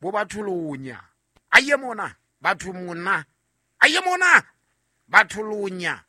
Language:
Southern Sotho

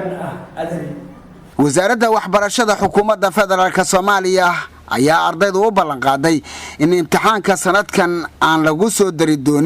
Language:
Somali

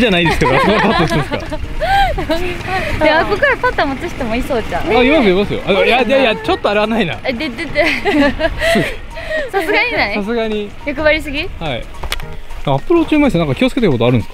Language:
Japanese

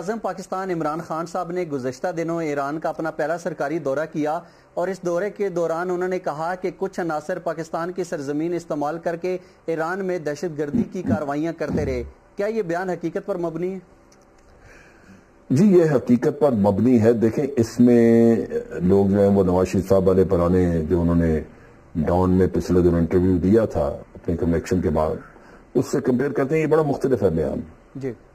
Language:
Urdu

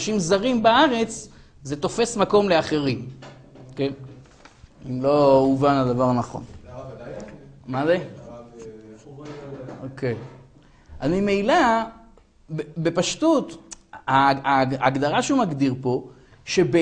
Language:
Hebrew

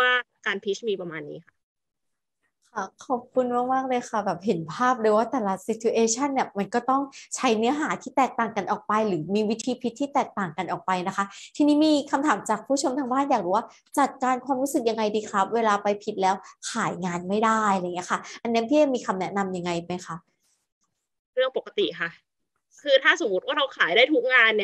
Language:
Thai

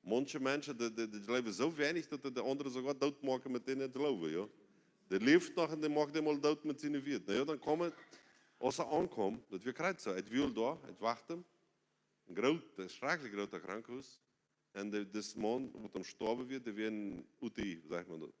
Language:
Plautdietsch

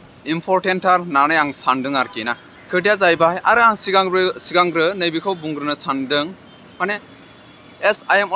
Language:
Bodo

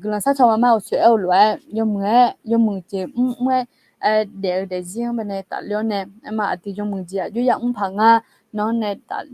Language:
Akha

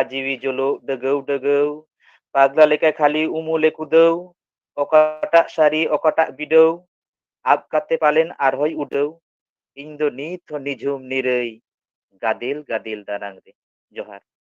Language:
Santali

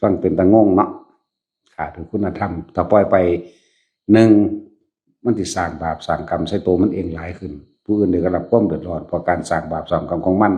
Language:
Northeastern Thai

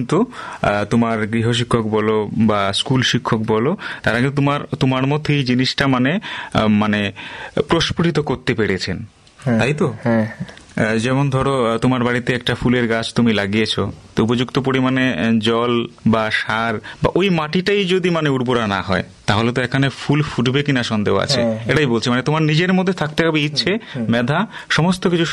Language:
Bangla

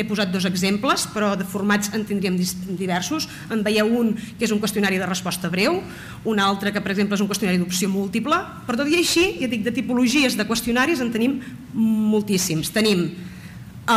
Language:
Catalan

